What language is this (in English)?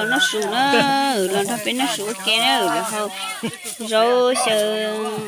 Hmong